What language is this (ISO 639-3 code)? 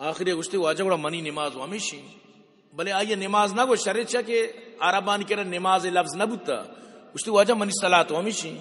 bgp